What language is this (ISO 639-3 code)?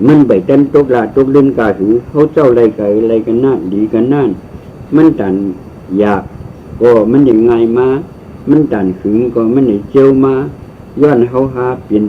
shn